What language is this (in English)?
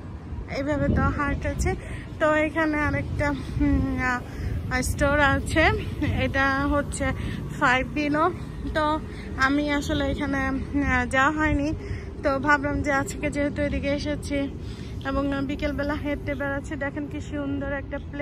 Bangla